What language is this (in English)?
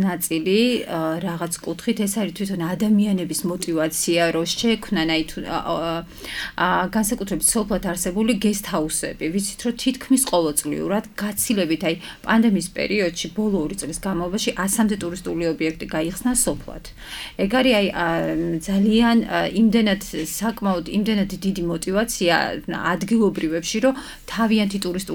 Georgian